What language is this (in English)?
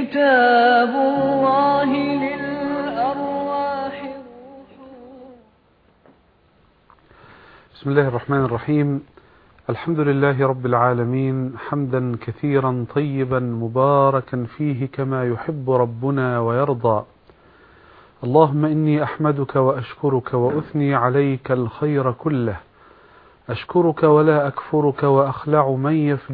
Arabic